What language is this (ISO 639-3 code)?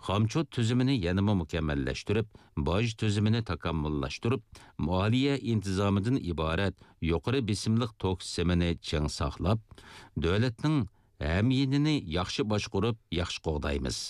uig